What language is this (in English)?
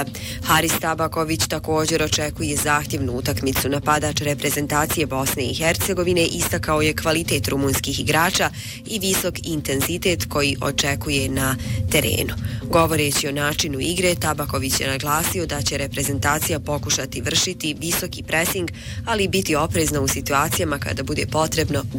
Bosnian